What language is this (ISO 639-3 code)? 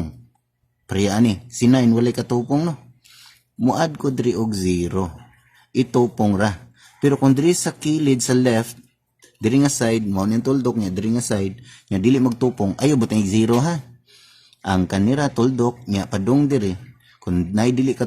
ceb